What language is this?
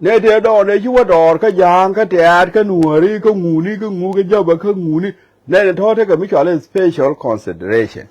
Nuer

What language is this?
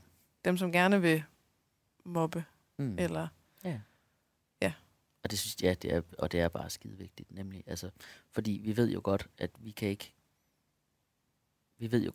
Danish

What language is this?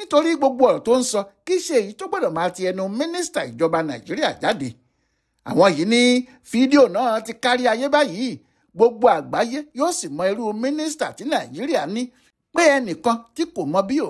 Yoruba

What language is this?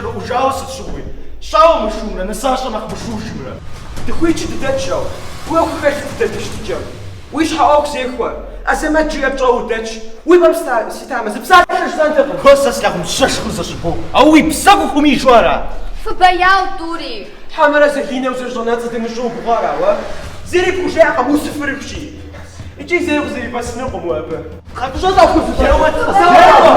Kabardian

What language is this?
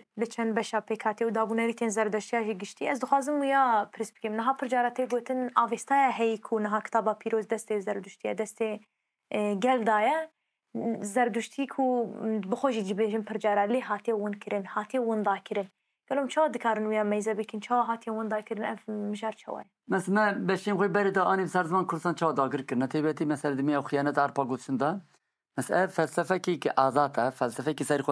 Kurdish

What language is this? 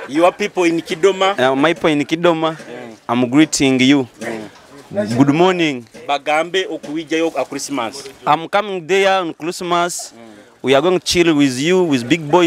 Nyoro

